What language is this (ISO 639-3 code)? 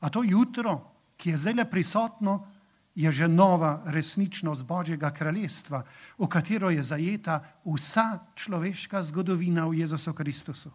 slv